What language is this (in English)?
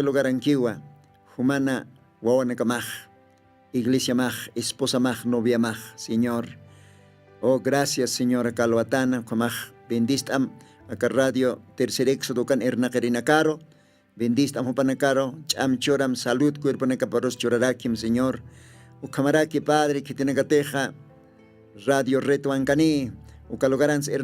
Aymara